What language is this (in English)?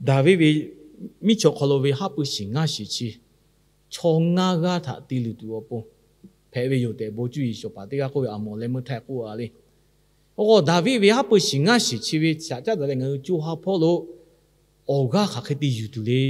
Lahu